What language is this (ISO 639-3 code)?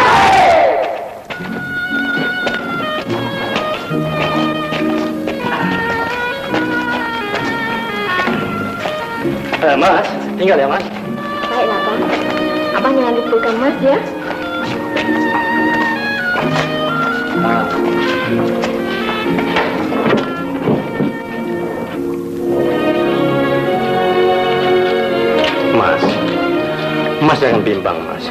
msa